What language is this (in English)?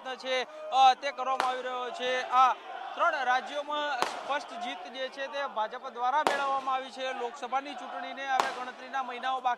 Gujarati